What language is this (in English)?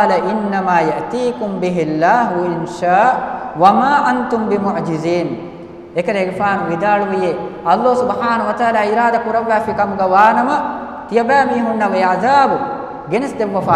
Divehi